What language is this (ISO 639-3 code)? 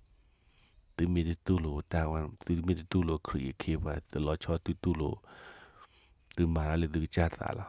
ksw